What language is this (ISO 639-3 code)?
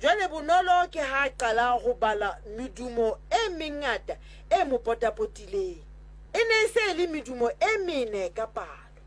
sot